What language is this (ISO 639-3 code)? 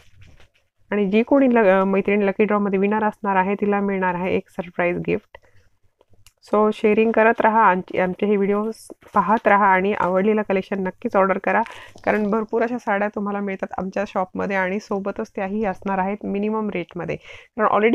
mar